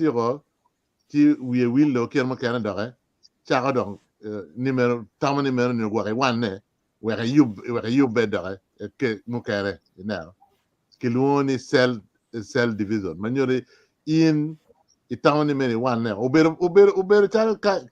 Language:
Acoli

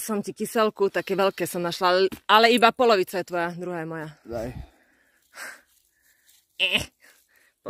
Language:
Slovak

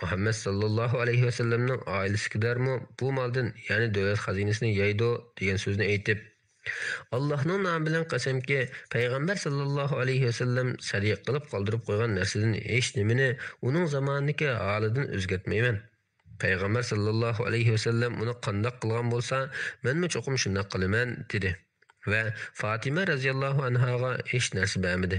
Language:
Uyghur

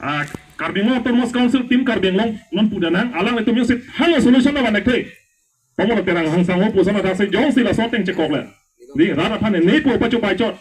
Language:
Karbi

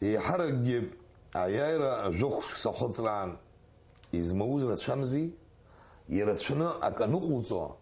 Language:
Abkhazian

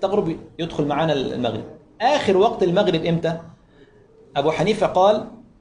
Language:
Egyptian Arabic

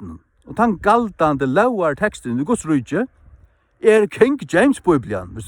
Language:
Faroese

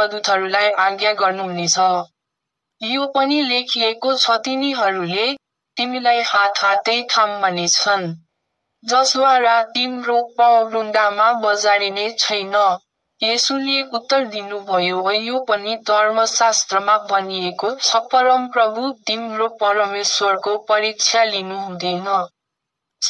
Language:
Nepali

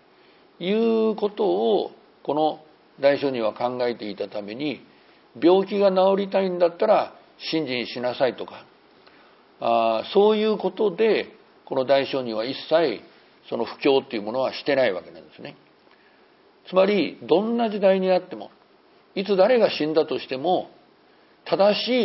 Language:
Japanese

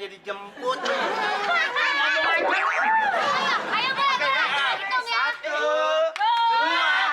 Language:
Betawi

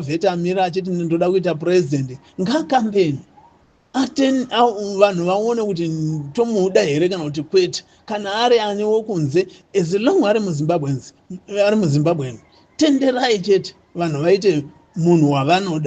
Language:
Shona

